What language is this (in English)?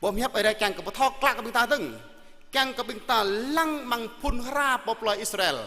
Jarai